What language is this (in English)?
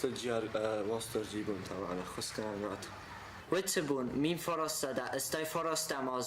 Ossetic